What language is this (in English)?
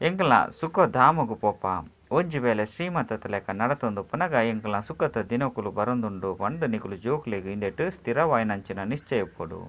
Tulu